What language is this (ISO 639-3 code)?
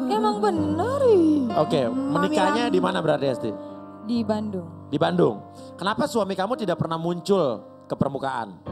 ind